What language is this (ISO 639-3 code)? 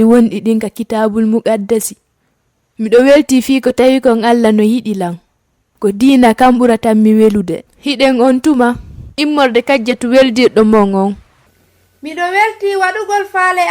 ful